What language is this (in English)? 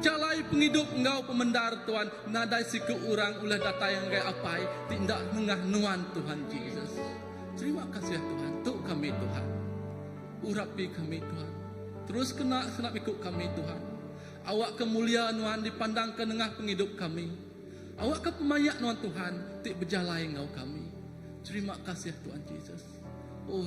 Iban